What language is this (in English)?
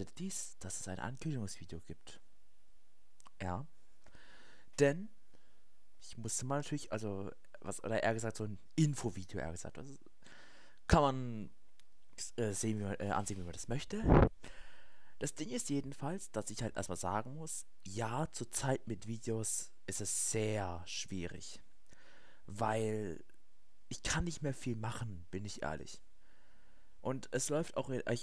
German